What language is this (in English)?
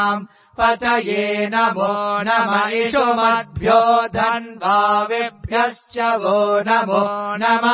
Sanskrit